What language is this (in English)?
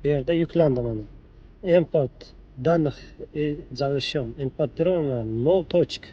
Uzbek